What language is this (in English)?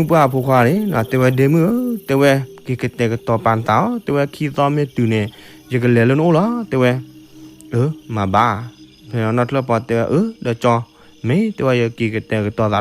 S'gaw Karen